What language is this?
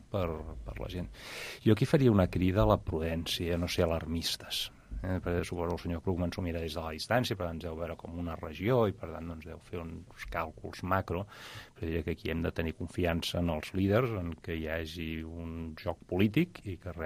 Catalan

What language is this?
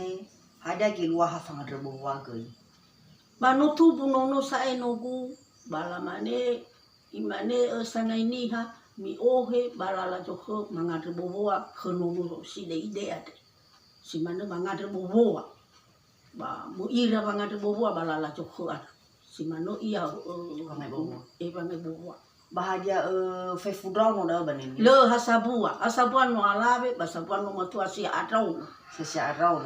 Nias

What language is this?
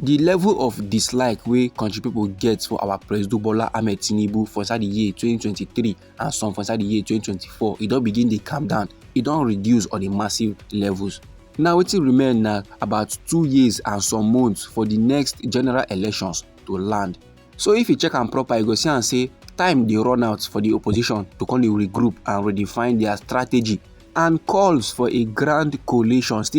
Nigerian Pidgin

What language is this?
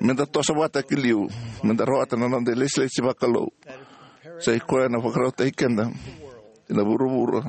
Fijian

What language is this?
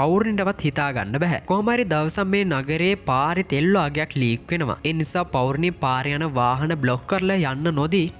Sinhala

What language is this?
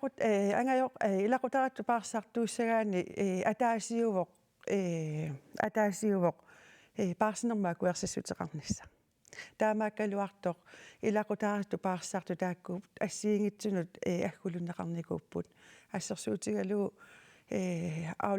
Kalaallisut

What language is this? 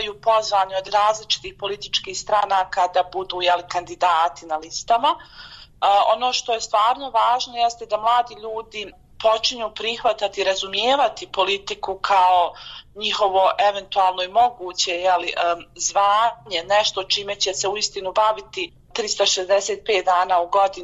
Bosnian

